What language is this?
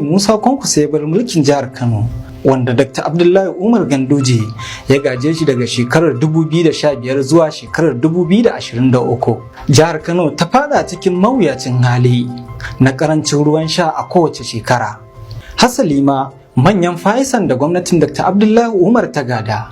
Hausa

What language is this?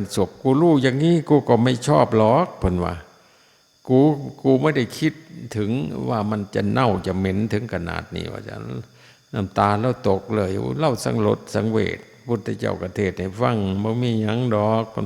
Northeastern Thai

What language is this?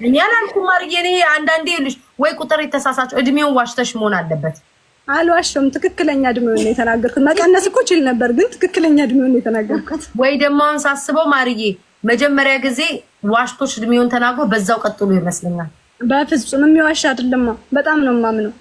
Amharic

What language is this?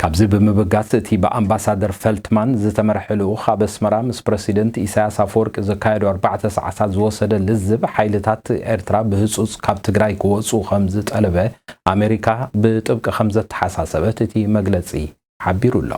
Tigrinya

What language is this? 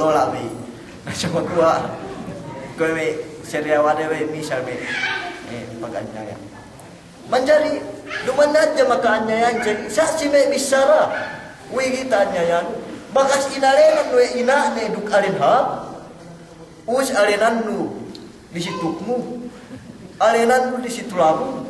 Yakan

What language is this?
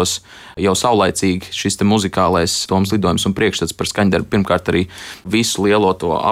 Latvian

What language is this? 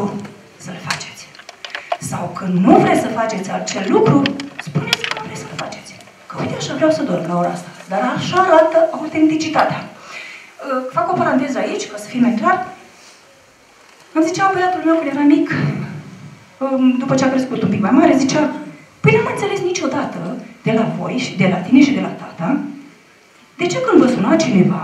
Romanian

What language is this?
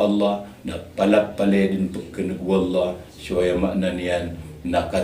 Maranao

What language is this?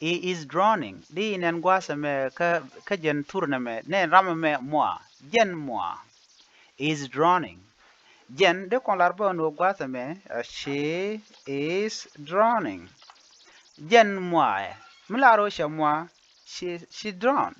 Nuer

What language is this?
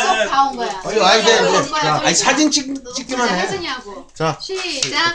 Korean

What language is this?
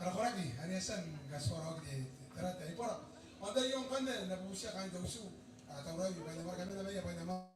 Gilbertese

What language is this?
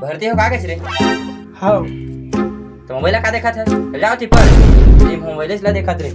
Chhattisgarhi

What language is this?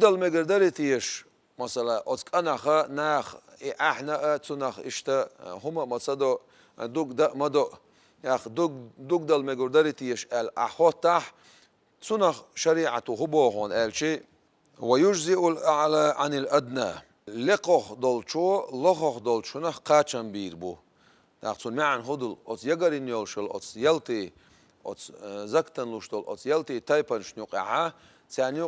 Chechen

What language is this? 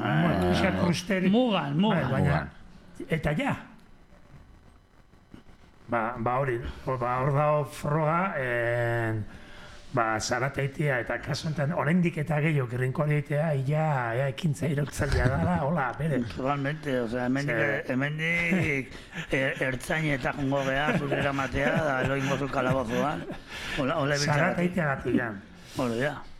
Basque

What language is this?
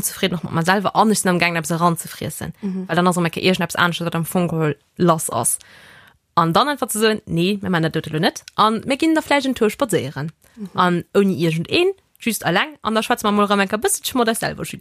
Luxembourgish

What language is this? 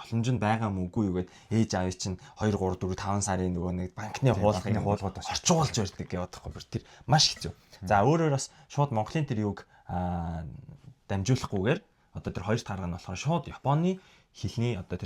Mongolian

